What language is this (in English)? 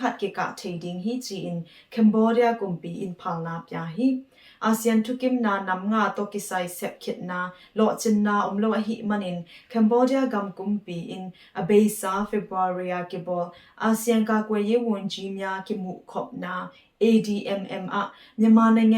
Tedim Chin